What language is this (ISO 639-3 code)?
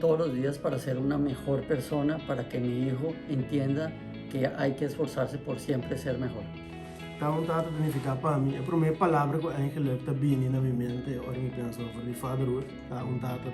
pap